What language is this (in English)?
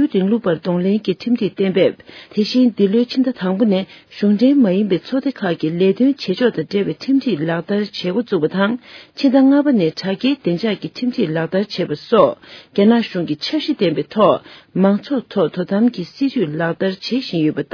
Tibetan